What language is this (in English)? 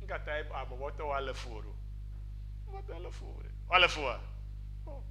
Ewe